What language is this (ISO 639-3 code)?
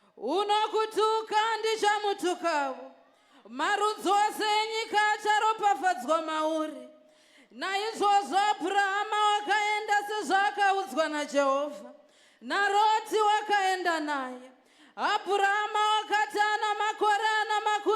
sna